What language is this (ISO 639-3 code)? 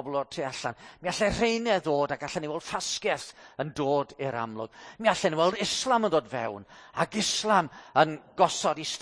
cym